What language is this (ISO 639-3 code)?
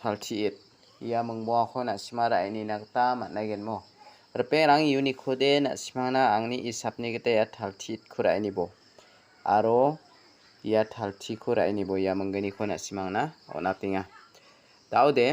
grt